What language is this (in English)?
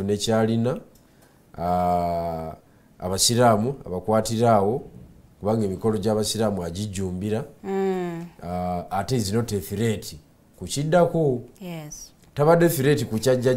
Ganda